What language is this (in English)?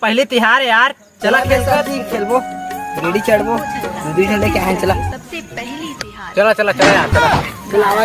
Chhattisgarhi